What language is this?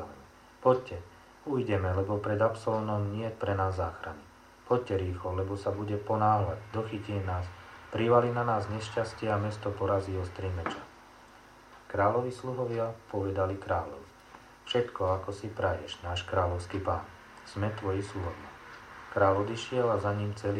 Slovak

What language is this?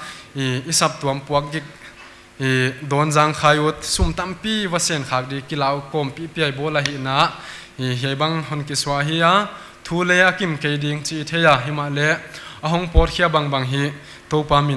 Paite Chin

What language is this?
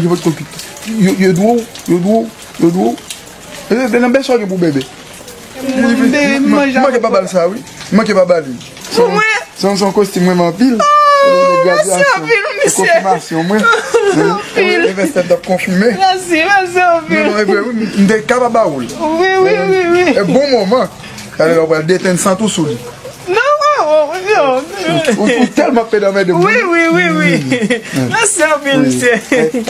Haitian Creole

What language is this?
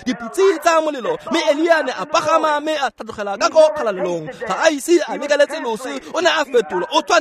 Tswana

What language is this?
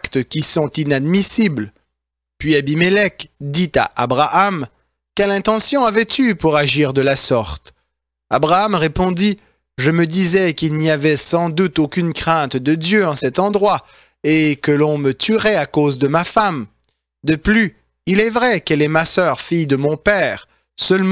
French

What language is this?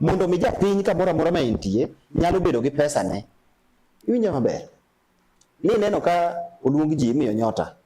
Luo (Kenya and Tanzania)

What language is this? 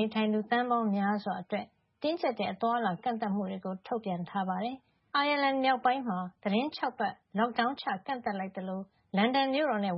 Burmese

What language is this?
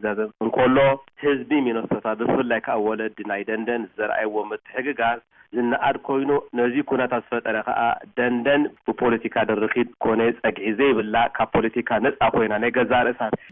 Tigrinya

